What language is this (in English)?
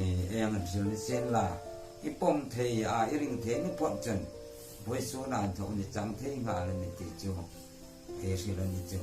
Hmar